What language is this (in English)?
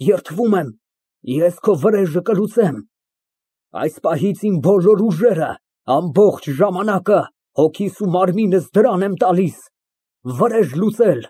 Armenian